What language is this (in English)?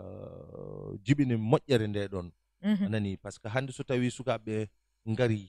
Fula